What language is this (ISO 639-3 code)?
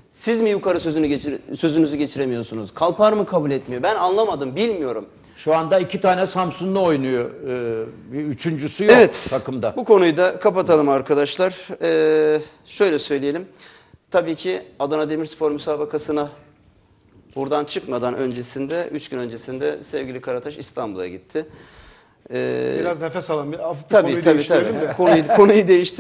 tur